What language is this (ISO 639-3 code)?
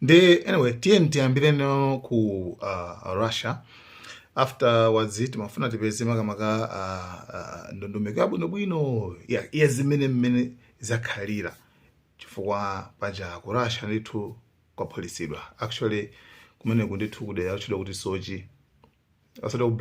nya